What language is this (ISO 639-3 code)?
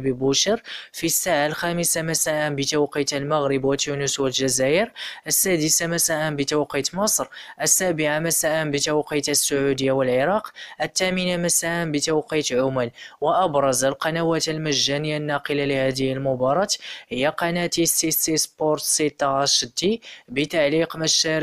ara